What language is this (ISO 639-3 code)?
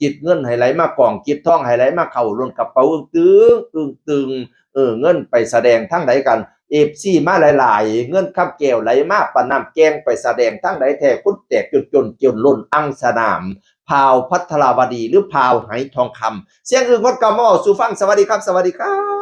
tts